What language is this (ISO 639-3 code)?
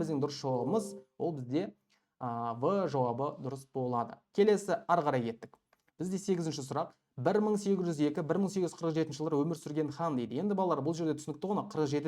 kaz